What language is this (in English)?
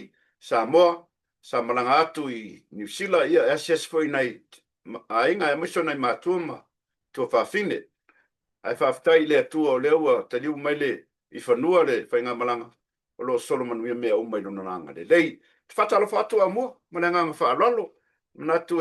Samoan